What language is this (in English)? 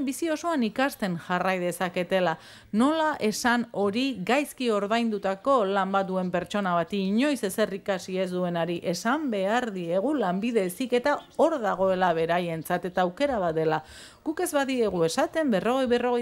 Basque